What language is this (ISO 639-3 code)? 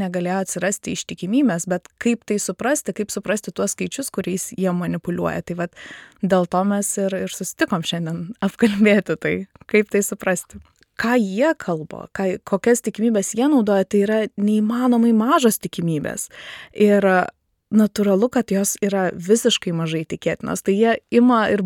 lit